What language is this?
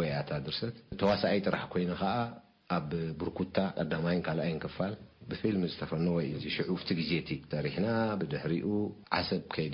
Tigrinya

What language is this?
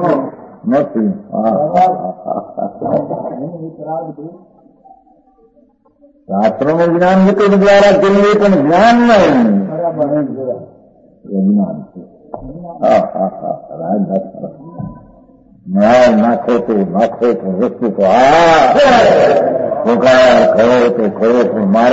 Gujarati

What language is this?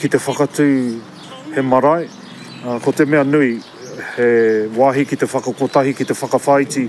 Māori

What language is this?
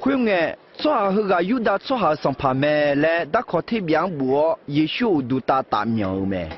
Akha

